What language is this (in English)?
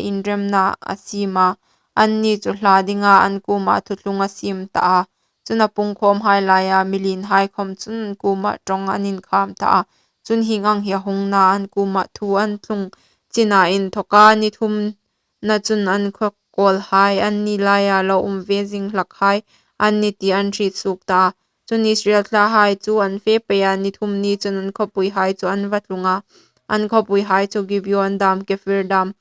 Hmar